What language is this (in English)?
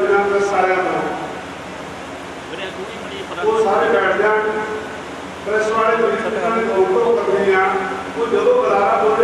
Punjabi